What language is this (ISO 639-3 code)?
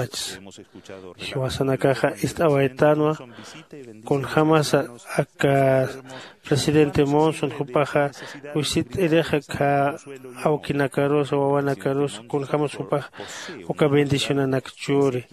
aym